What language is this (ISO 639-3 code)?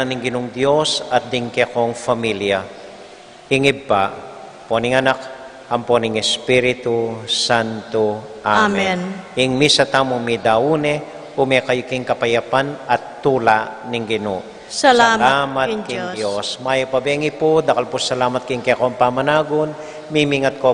pam